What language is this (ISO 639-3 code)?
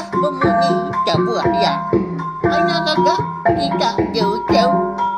iba